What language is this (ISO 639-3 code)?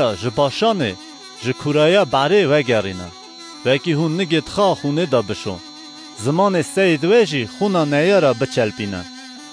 kur